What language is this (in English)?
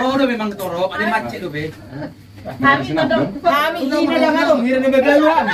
Batak Toba